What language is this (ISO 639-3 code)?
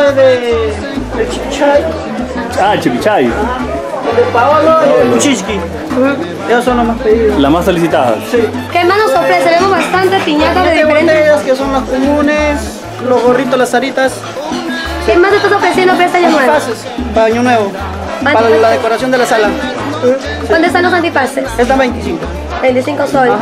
spa